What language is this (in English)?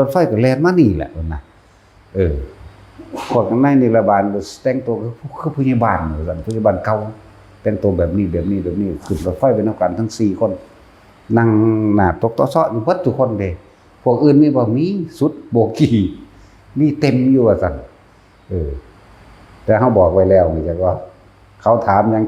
Northeastern Thai